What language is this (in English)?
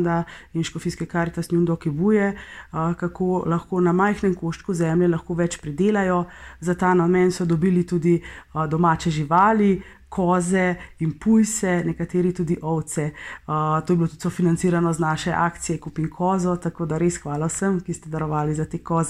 Slovenian